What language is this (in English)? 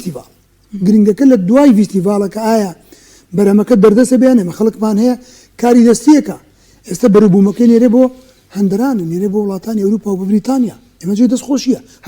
Central Kurdish